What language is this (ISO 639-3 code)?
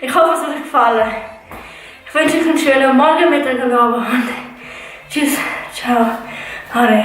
gsw